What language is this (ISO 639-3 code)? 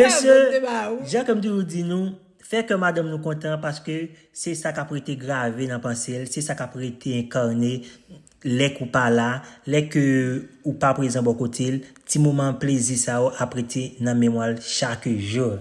hat